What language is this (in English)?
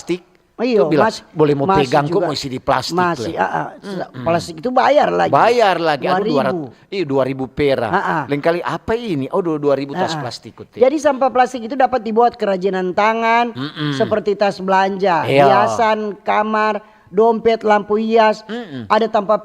Manado Malay